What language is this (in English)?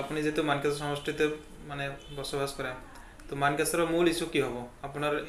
Assamese